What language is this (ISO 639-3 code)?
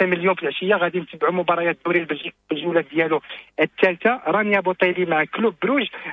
ary